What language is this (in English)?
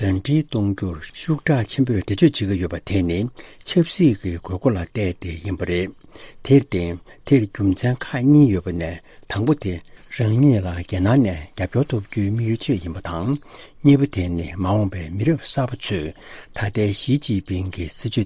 Tibetan